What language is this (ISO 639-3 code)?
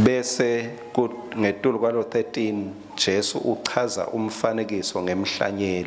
ssw